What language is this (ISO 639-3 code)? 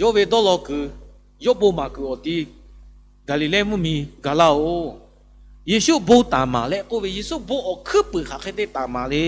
lhu